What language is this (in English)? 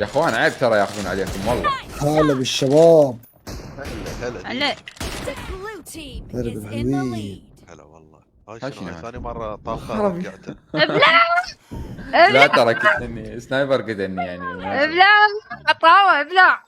Mesopotamian Arabic